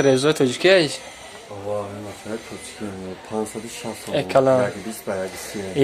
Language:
Tajik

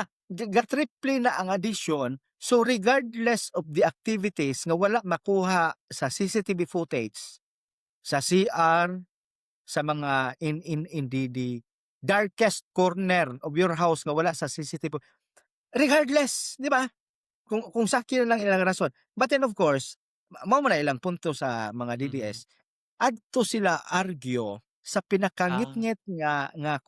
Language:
Cebuano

